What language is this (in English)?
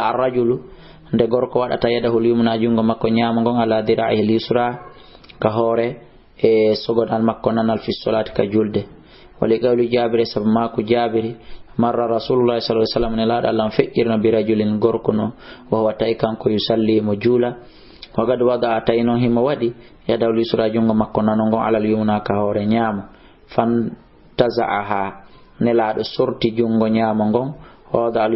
Fula